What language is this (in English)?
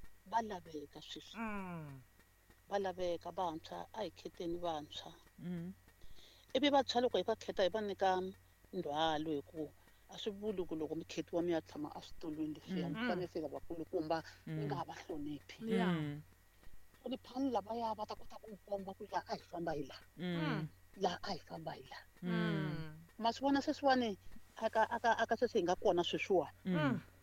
Tsonga